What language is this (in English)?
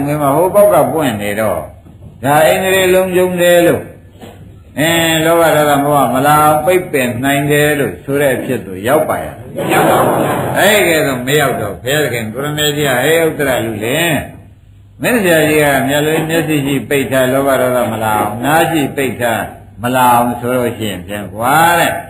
Burmese